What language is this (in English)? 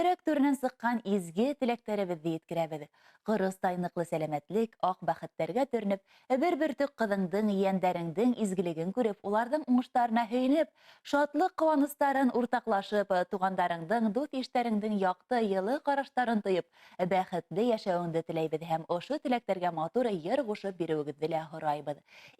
Bashkir